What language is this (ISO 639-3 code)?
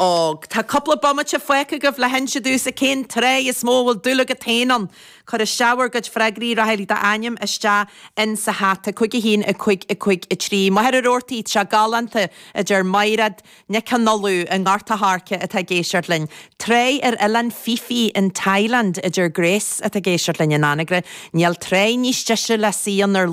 gle